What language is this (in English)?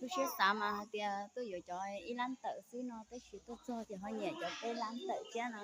Hmong